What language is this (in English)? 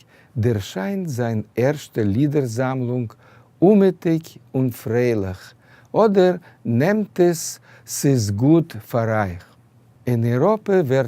Yiddish